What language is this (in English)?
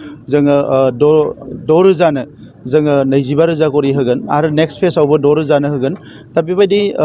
Bodo